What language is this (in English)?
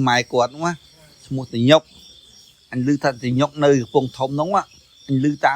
Khmer